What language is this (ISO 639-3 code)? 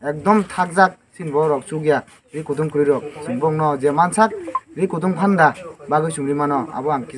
trp